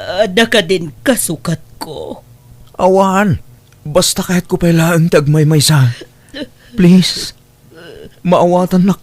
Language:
Iloko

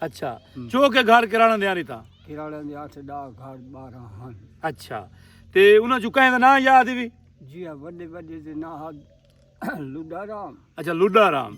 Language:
Saraiki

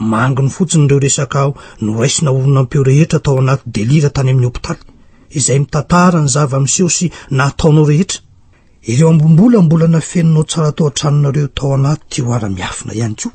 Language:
Malagasy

